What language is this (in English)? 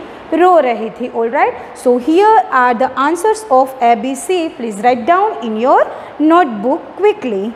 Hindi